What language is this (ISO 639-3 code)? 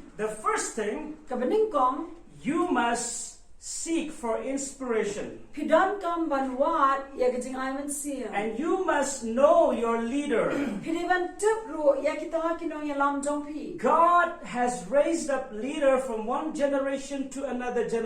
kha